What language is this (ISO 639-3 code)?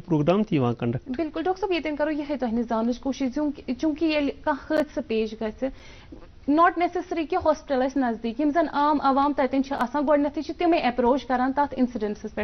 kas